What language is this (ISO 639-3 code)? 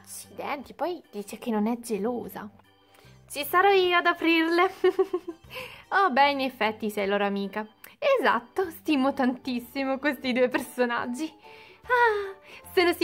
ita